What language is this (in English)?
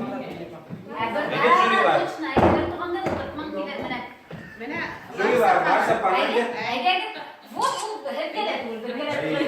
Bashkir